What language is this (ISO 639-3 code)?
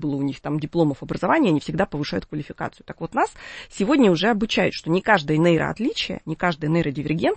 rus